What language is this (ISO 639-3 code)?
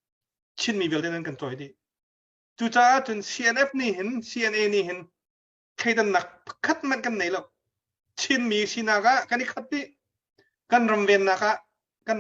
cnh